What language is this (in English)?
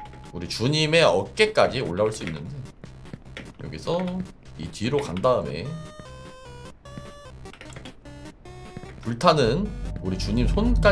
Korean